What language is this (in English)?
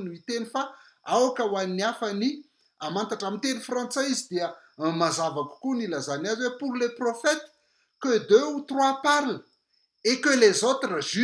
Malagasy